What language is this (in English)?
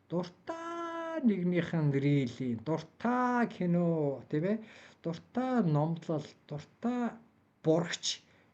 Mongolian